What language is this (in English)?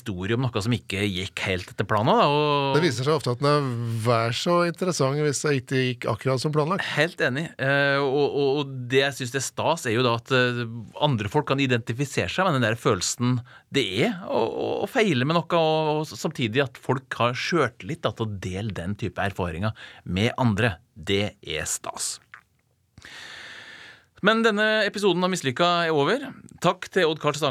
Norwegian